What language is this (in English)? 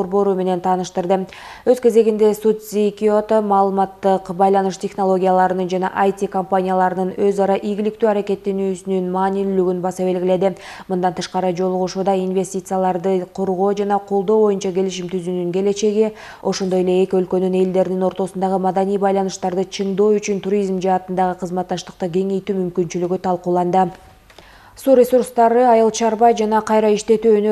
Kyrgyz